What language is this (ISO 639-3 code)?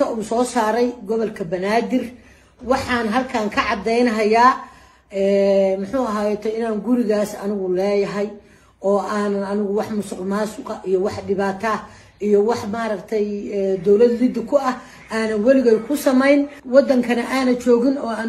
som